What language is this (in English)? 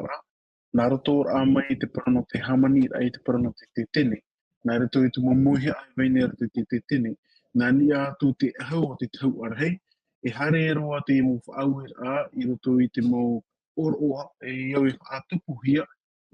Tahitian